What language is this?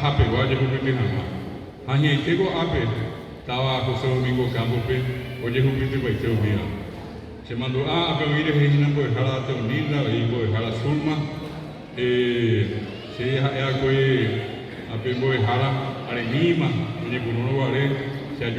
Guarani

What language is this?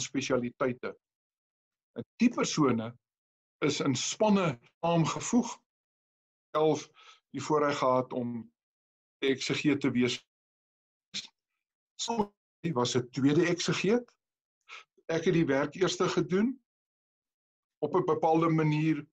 Afrikaans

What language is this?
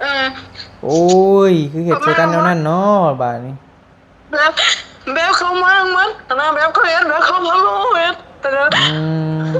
Northeastern Thai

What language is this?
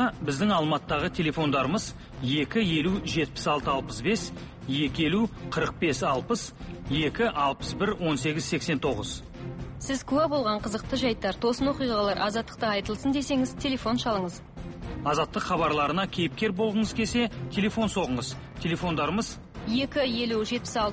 Kazakh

